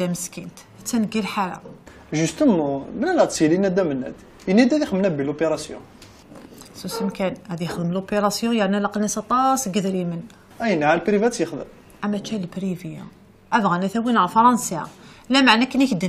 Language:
Kabyle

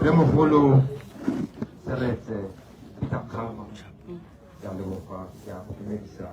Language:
Tswana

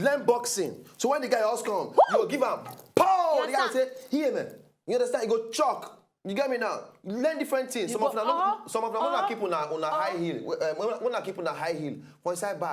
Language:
Nigerian Pidgin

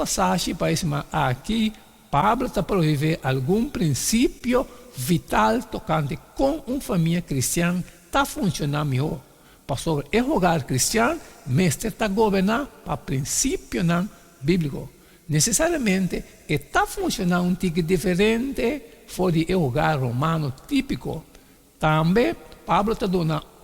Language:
Papiamento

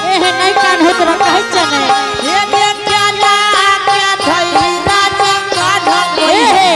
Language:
Angika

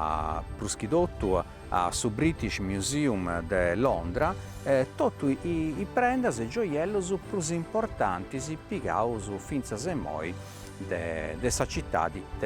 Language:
Sardinian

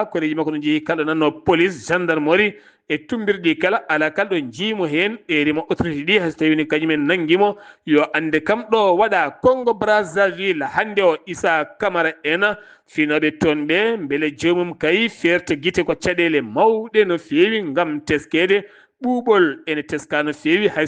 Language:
Fula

